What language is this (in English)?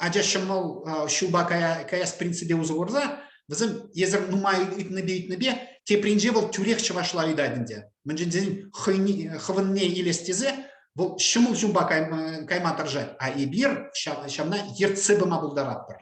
Chuvash